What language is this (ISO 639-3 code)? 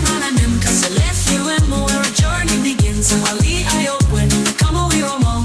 pon